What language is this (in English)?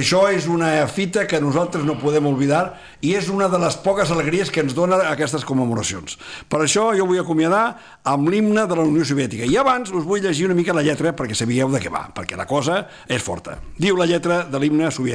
Catalan